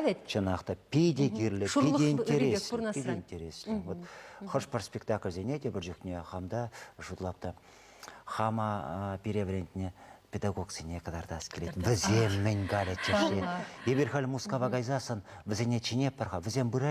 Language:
Chuvash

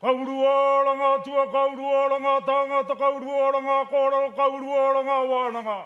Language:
Māori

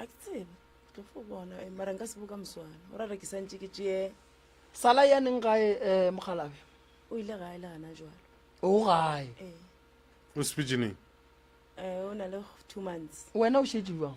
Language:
Northern Sotho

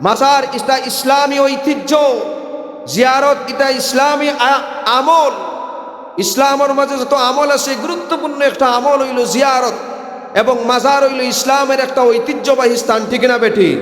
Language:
Sylheti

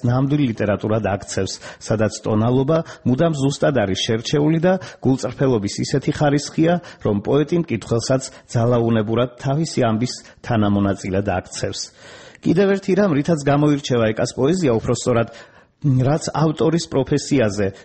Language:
Georgian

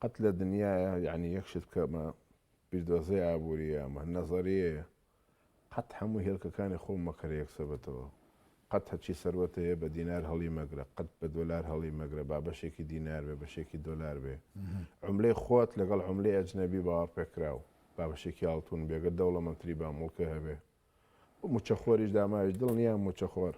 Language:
Central Kurdish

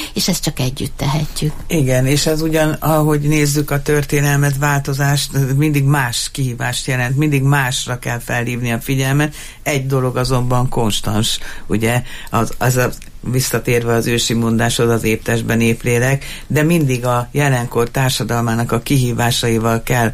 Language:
Hungarian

